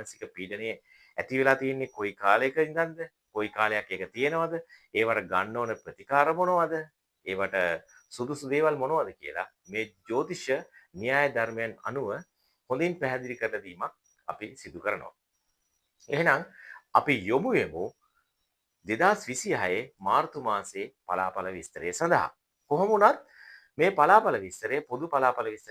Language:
Sinhala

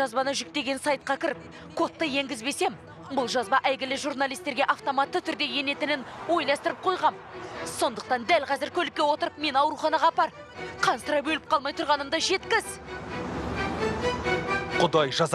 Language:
Kazakh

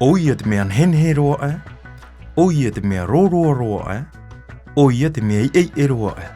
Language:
Tahitian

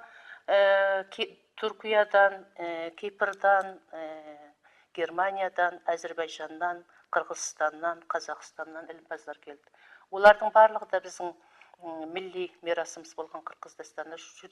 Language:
Kara-Kalpak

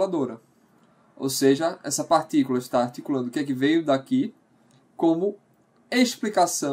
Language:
Portuguese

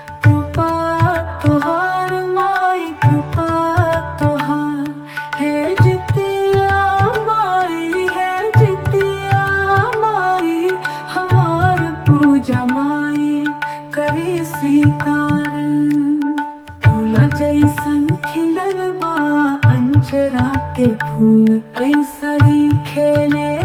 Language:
Bhojpuri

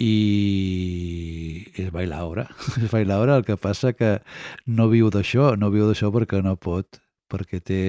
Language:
Catalan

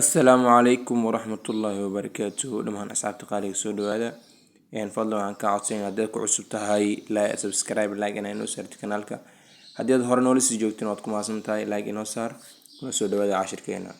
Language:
Somali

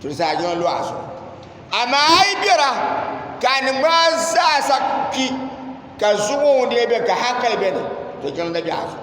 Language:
Dagbani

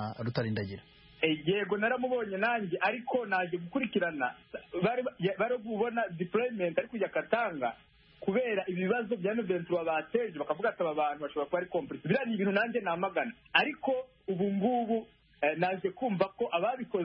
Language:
Kinyarwanda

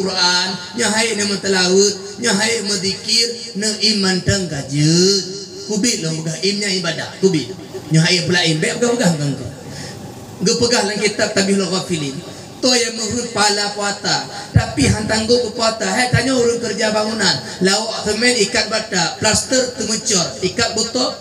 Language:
Achinese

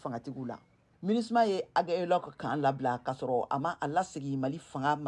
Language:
Bambara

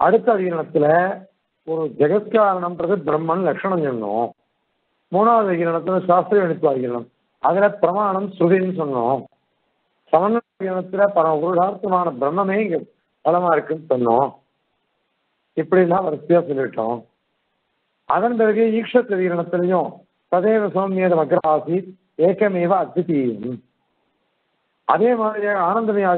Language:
Tamil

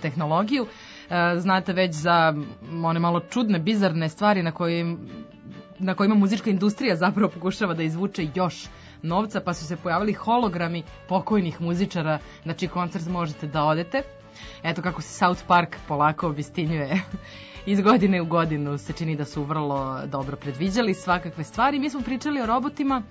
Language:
Serbian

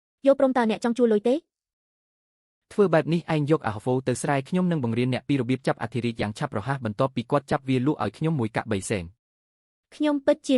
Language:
Khmer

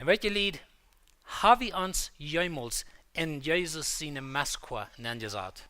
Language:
Plautdietsch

